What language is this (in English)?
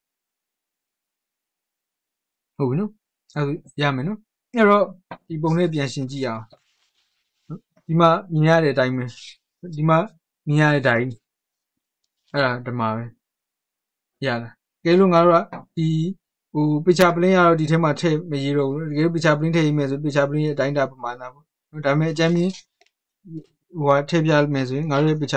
Burmese